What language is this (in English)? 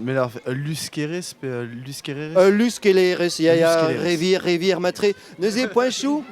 Breton